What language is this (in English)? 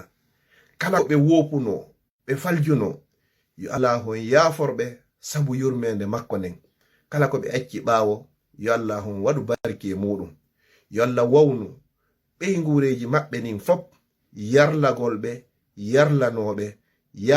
Fula